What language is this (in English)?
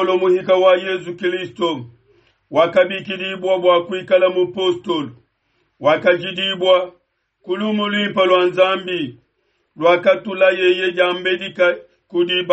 Luba-Lulua